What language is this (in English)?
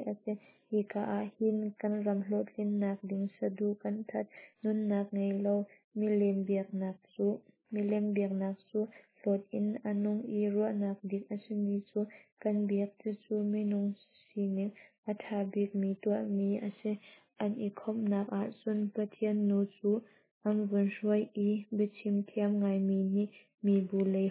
Hakha Chin